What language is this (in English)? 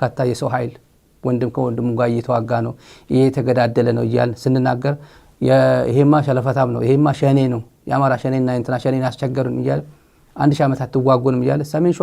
Amharic